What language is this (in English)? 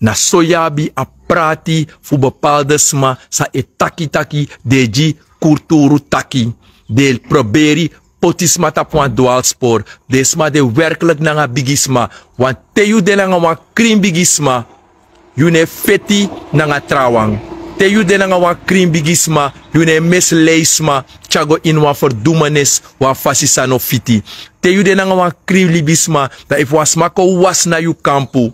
Sranan Tongo